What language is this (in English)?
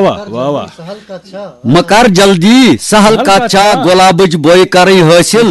Kashmiri